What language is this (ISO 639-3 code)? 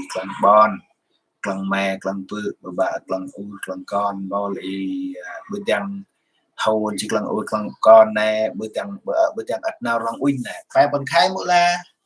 cmo